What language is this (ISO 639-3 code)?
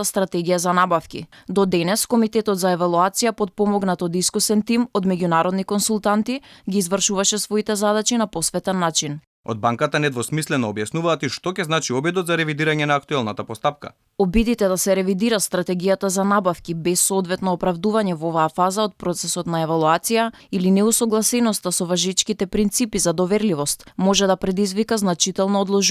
mkd